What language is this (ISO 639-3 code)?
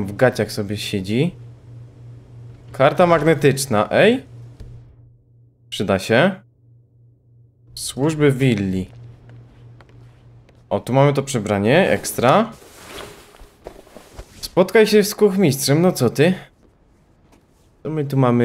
pol